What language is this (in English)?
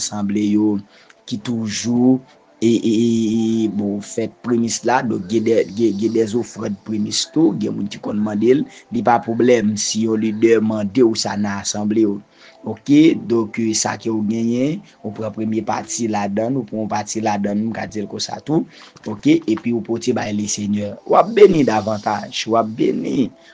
Haitian Creole